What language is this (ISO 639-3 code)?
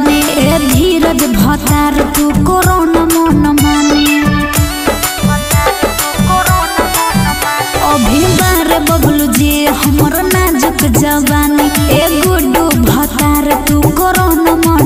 bho